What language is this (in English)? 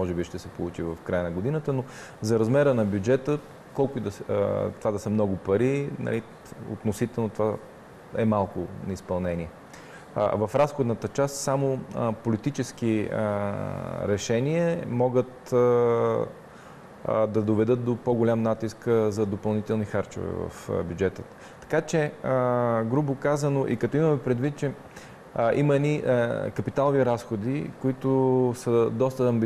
Bulgarian